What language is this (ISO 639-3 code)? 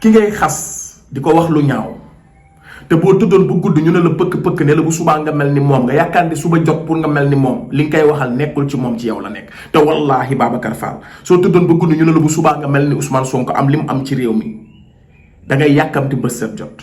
wol